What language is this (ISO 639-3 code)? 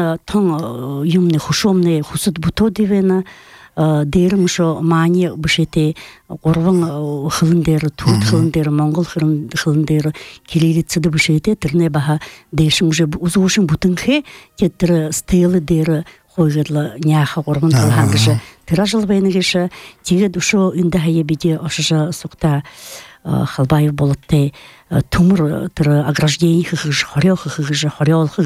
bua